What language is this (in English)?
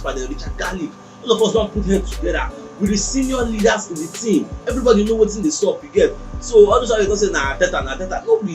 Nigerian Pidgin